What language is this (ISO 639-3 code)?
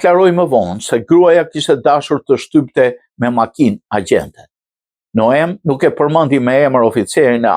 sqi